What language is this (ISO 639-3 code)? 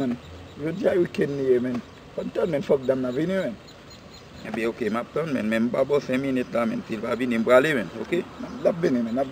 hat